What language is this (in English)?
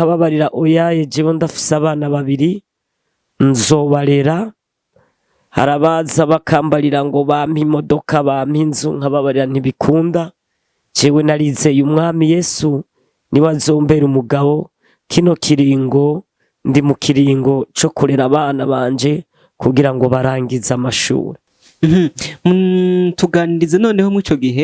Rundi